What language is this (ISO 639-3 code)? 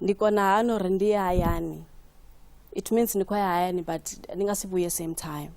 ven